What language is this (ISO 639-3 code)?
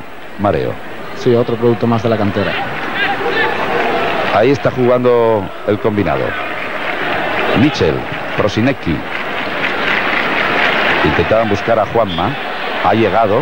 spa